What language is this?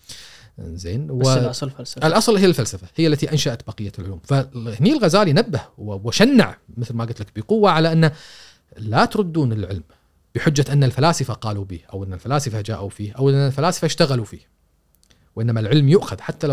Gulf Arabic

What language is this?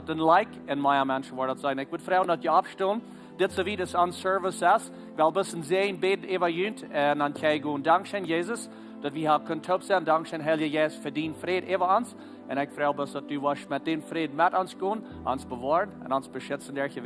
Plautdietsch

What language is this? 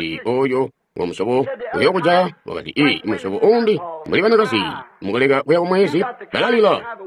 Tonga (Zambia)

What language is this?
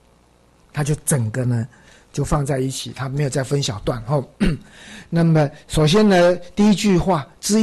Chinese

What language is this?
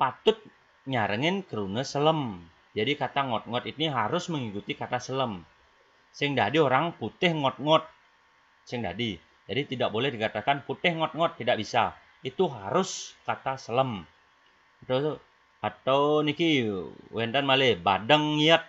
Balinese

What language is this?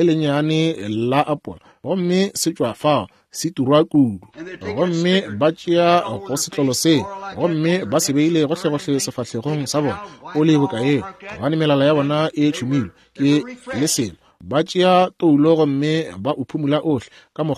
Northern Sotho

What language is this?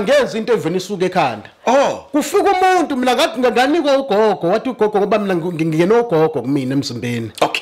Zulu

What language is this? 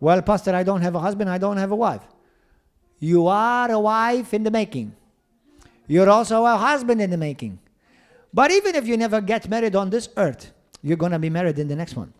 English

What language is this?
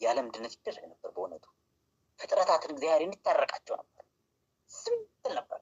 Amharic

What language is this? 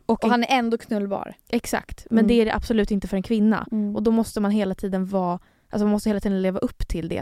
Swedish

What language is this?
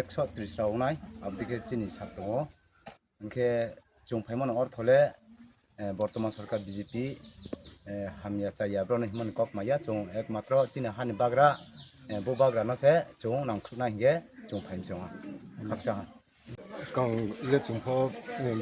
Kok Borok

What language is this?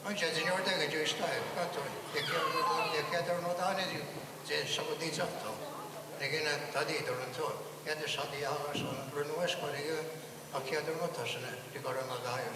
Mohawk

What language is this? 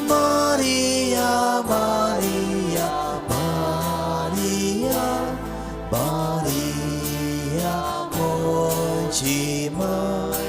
Konkani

